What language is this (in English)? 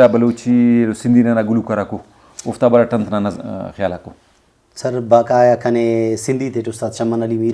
Brahui